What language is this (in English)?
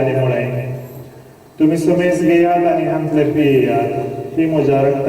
Konkani